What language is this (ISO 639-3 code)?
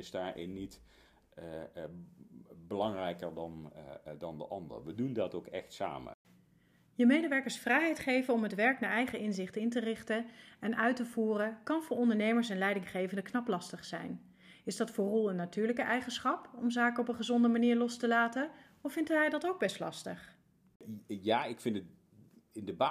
nld